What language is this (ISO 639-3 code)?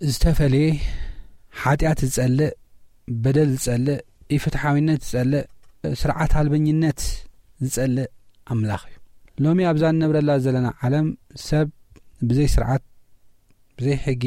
tir